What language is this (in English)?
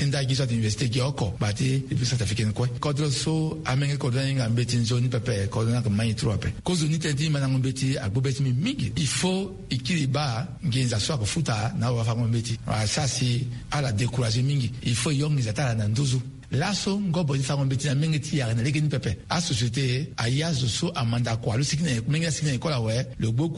Sango